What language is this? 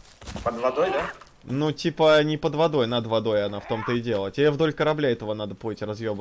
Russian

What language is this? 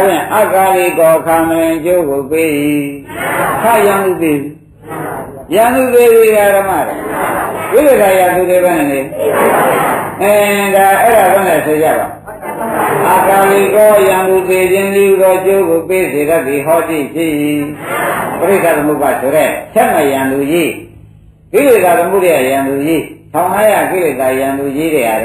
Burmese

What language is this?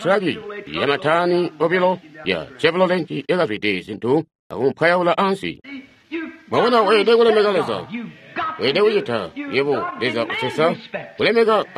Tonga (Zambia)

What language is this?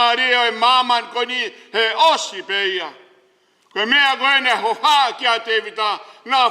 Tongan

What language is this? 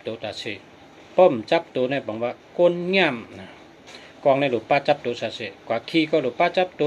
Shan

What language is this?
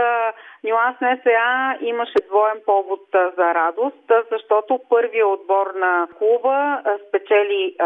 Bulgarian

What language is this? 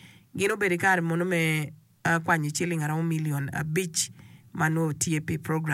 Acoli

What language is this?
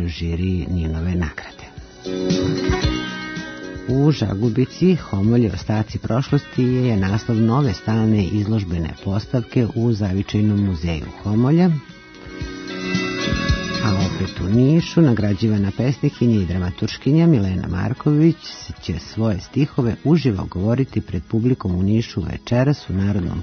Serbian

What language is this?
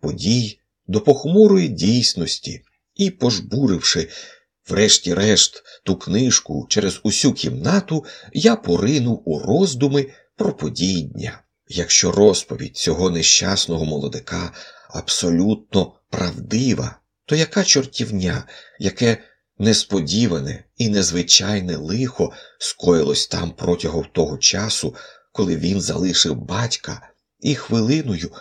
Ukrainian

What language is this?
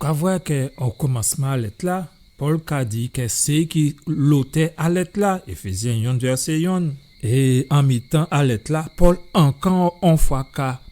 Guadeloupean Creole French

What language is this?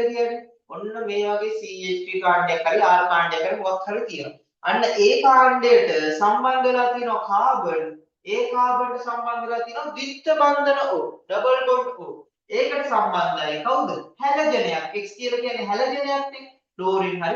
Sinhala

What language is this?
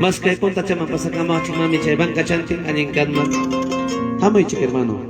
Ayacucho Quechua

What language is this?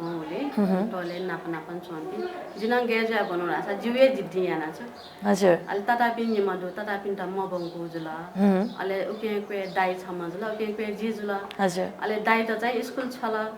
Newari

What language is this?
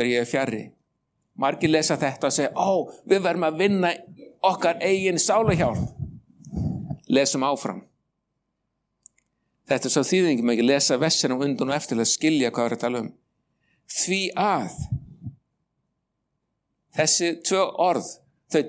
Icelandic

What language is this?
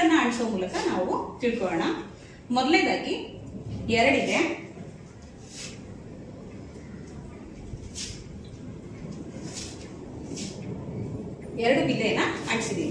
Kannada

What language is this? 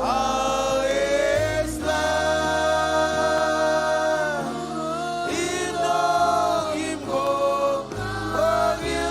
Marshallese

